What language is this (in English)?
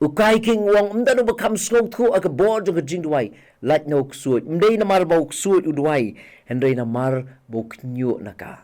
Khasi